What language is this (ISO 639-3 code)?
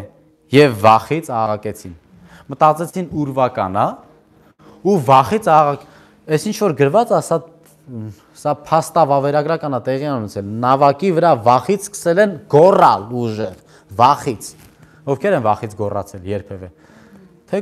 hye